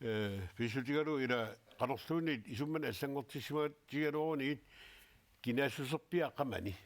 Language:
Kalaallisut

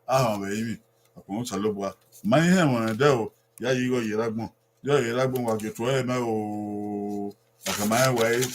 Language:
Bini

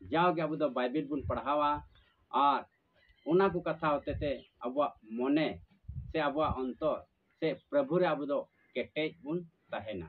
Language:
Santali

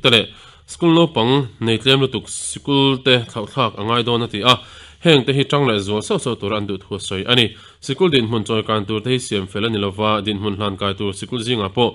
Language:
Mizo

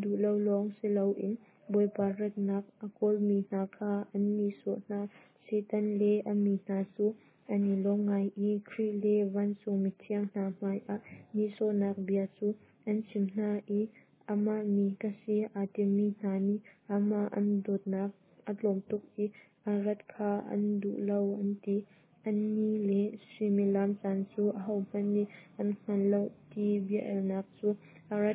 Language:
Hakha Chin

